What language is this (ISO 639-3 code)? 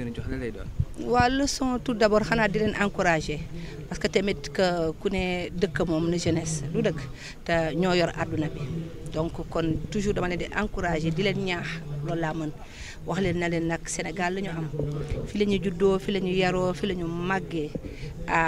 wol